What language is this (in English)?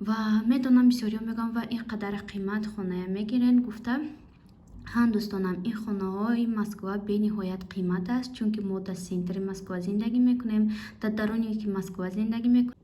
Tajik